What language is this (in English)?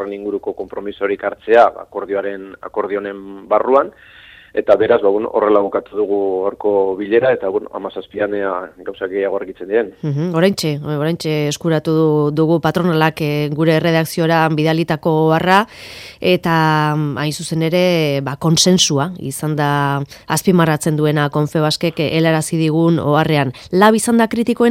Basque